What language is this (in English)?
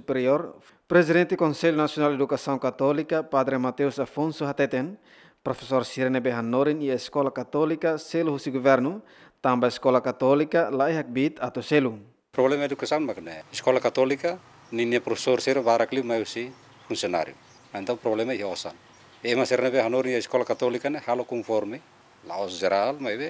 Tetum